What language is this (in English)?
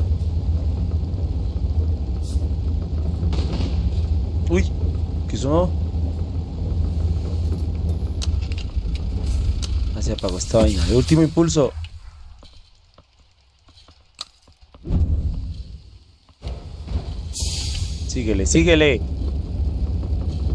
Spanish